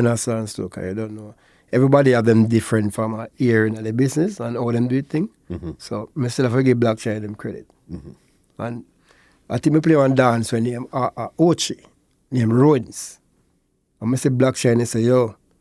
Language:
Jamaican Creole English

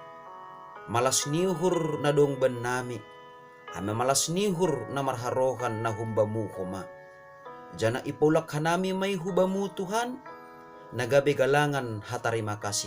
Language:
Batak Simalungun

